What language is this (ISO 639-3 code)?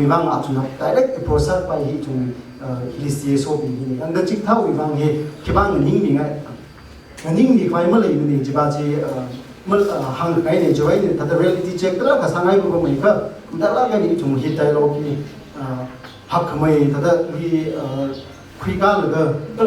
nmf